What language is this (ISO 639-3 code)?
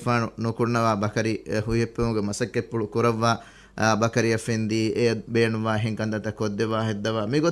div